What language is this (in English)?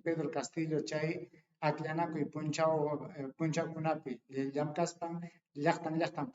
Ayacucho Quechua